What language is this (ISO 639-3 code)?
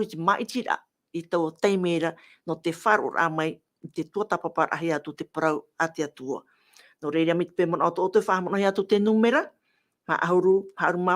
tah